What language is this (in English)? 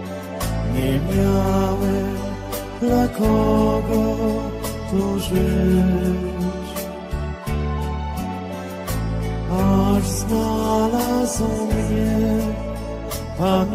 Polish